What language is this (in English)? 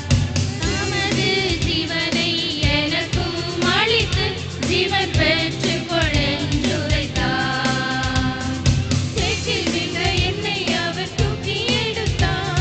Tamil